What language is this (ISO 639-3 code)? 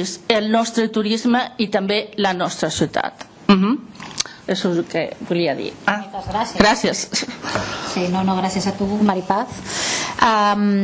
cat